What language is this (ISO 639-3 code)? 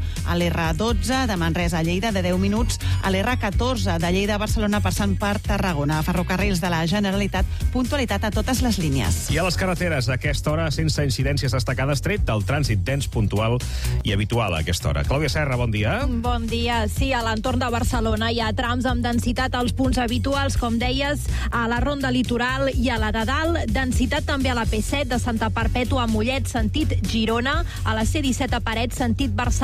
cat